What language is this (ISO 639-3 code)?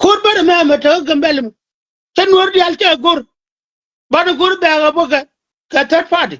nus